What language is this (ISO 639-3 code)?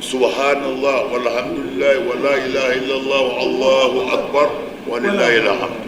bam